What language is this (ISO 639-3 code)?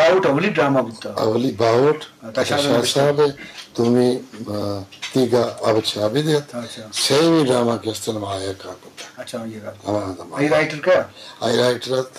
bgp